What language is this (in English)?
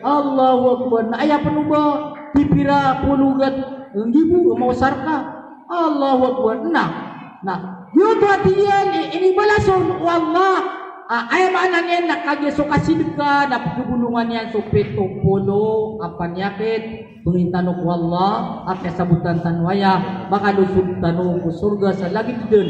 Maranao